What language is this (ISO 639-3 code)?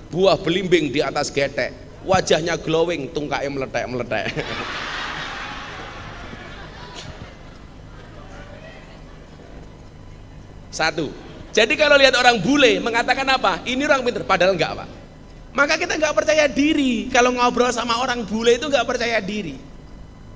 ind